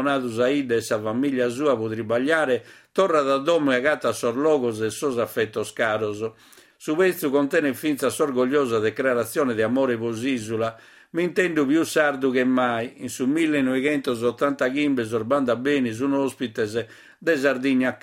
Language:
Sardinian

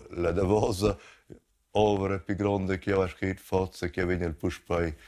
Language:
Romansh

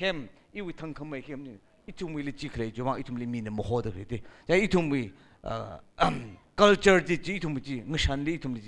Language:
Tangkhul Naga (India)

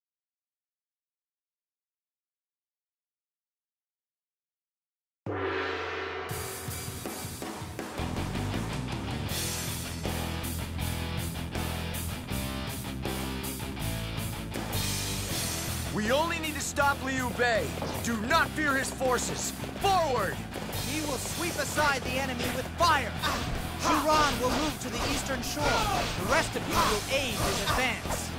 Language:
English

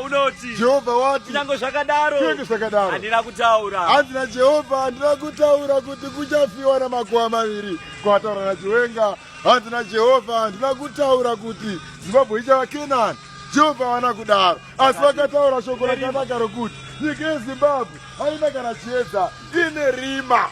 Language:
Shona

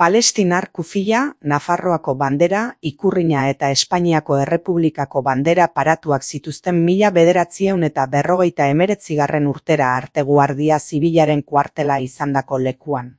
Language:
Basque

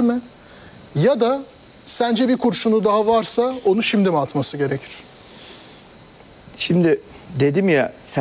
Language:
Turkish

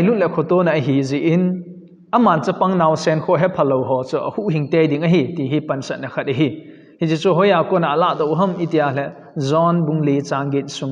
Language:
Thado Chin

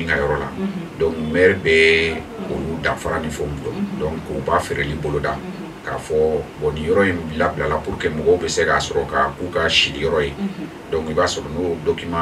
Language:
Bambara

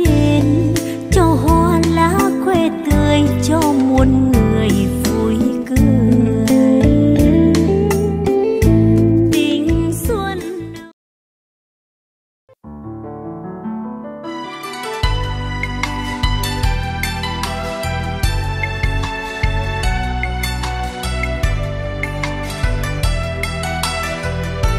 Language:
Vietnamese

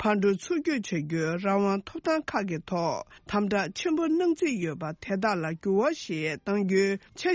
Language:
Tibetan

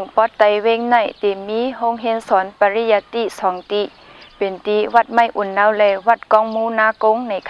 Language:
Shan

